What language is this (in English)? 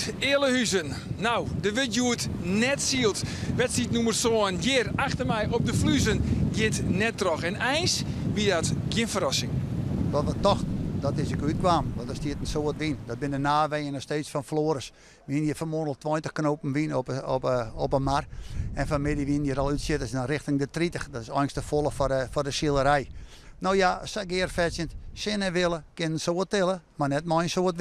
Western Frisian